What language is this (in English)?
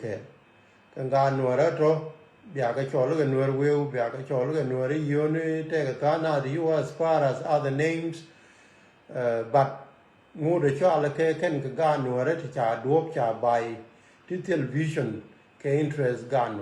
Nuer